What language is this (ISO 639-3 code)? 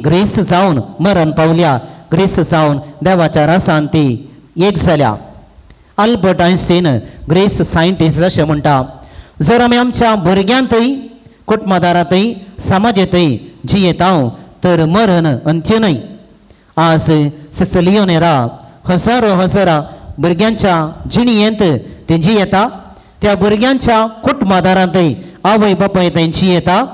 kok